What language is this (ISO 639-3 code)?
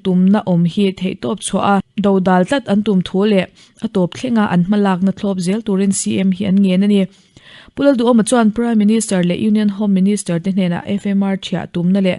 lus